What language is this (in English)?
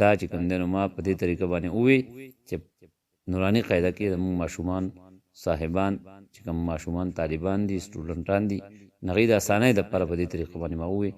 Pashto